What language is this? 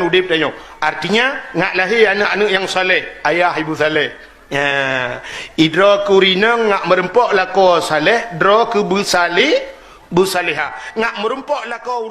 Achinese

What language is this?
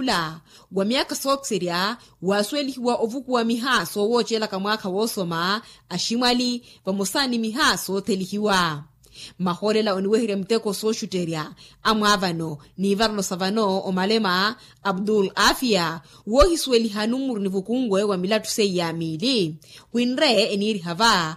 Makhuwa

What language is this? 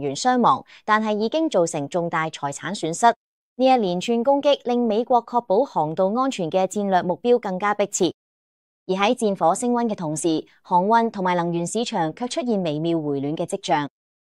Cantonese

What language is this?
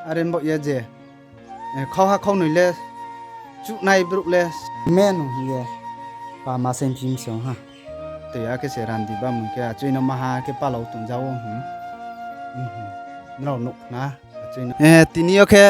Riang (India)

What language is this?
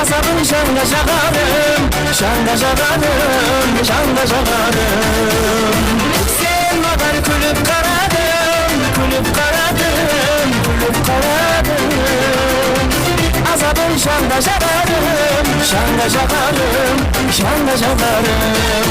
Kara-Kalpak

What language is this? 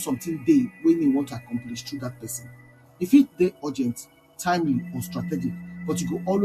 Nigerian Pidgin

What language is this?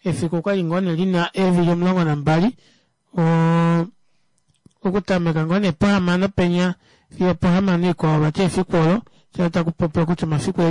Kuanyama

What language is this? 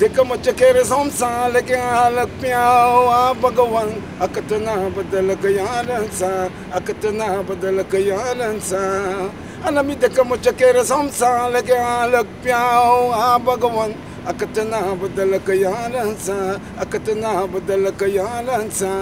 Bhojpuri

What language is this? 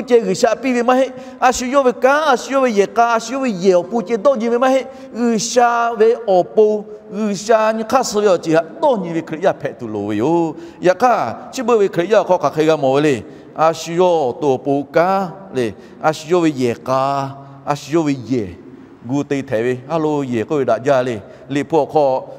Lahu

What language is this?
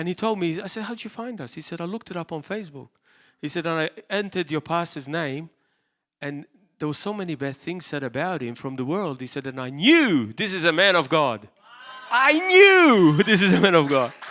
English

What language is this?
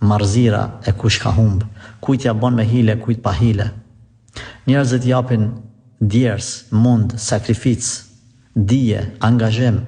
Albanian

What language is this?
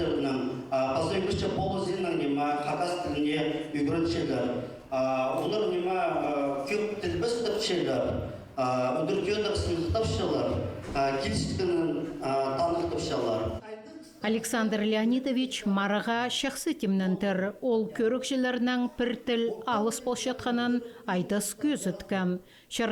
Khakas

